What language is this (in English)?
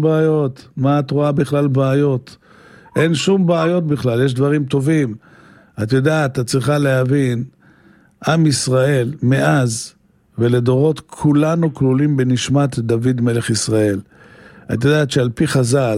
Hebrew